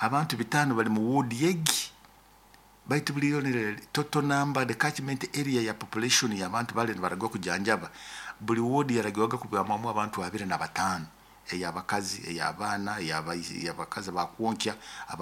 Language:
Nyoro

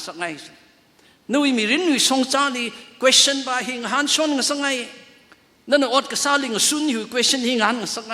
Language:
Tangkhul Naga (India)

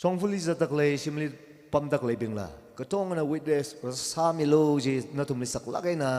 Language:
Tangkhul Naga (India)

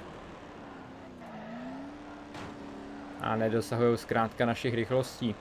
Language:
Czech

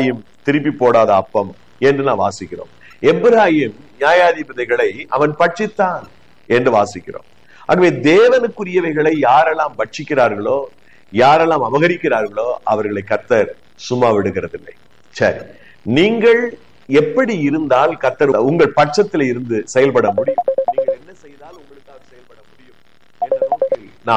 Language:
Tamil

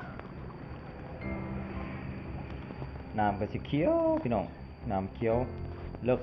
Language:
Lao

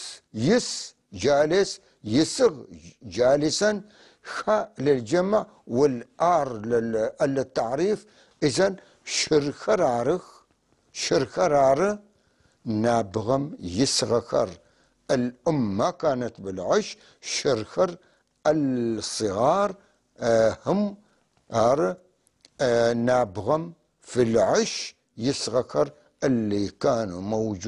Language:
North Levantine Arabic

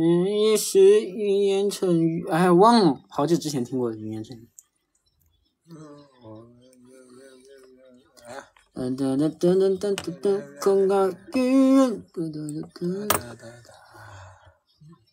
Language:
Chinese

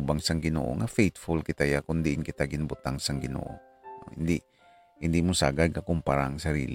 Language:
Hiligaynon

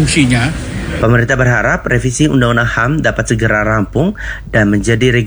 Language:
Indonesian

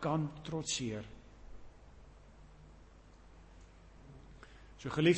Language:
Afrikaans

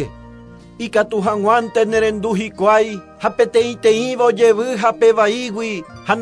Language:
Guarani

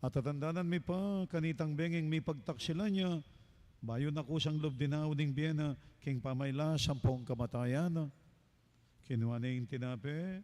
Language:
Pampanga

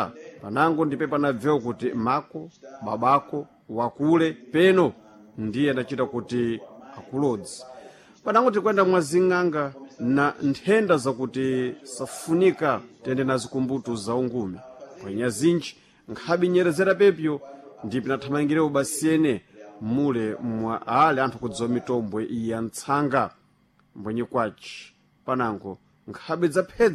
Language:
Sena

